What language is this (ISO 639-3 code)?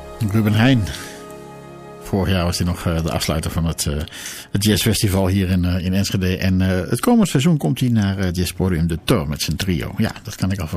nld